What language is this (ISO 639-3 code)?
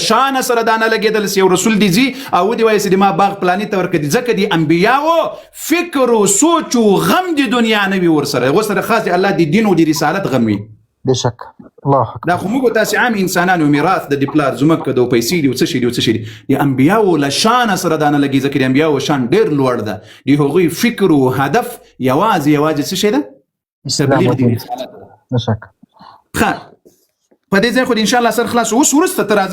pus